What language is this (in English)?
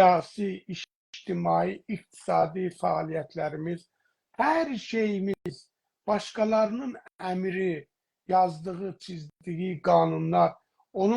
South Azerbaijani